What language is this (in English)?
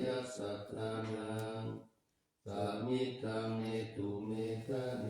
Pali